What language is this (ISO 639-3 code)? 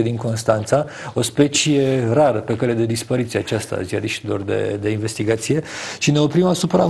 ron